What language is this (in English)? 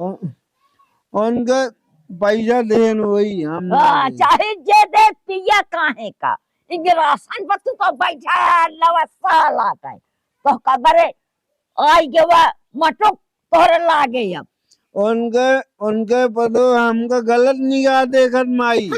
Awadhi